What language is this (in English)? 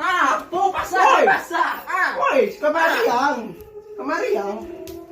Minangkabau